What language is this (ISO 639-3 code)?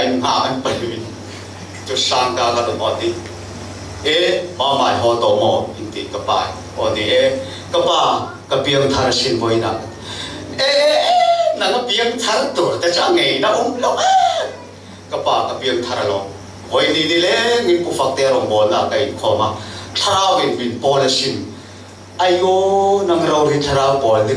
cfm